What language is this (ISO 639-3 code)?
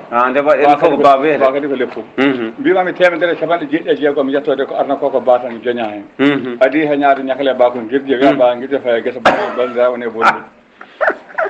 ful